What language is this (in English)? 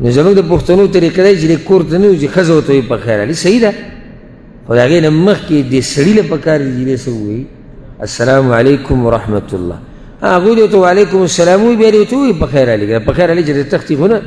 Pashto